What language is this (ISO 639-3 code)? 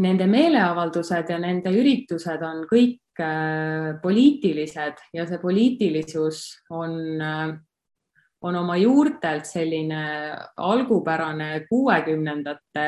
est